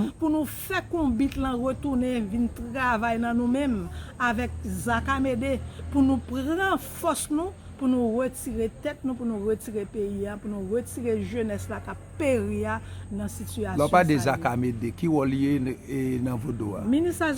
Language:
Haitian Creole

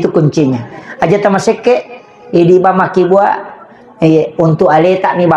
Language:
Buginese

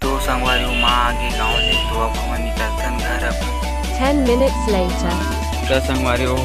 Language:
Chhattisgarhi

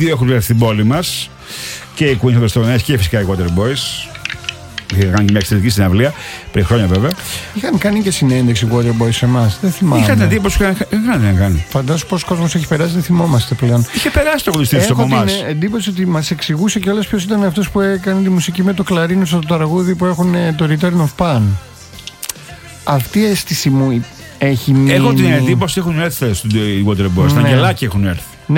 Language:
Greek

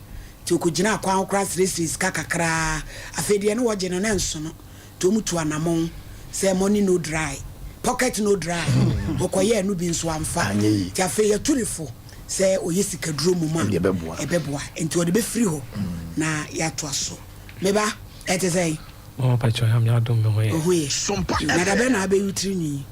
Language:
Akan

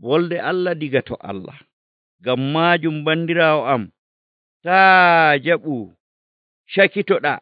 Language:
Nigerian Fulfulde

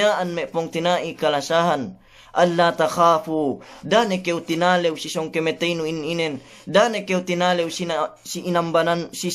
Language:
Yakan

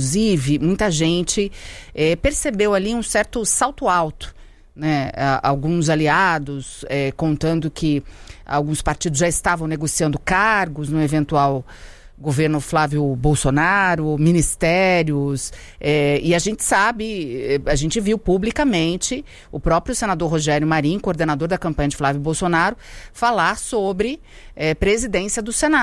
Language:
Portuguese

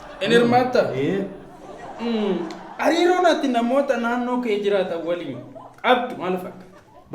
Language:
Oromo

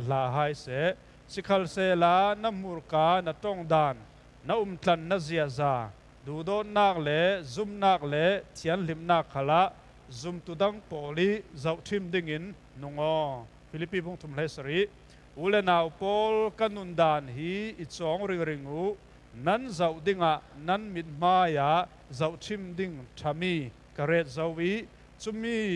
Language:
Falam Chin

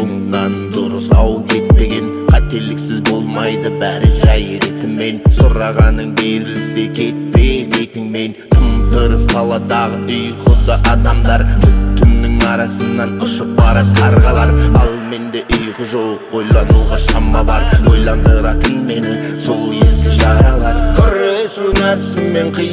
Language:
Kazakh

